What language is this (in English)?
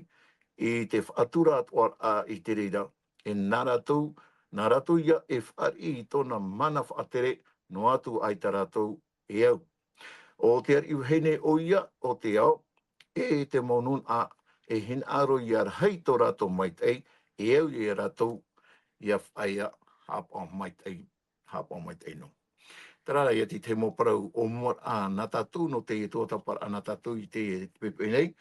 Tahitian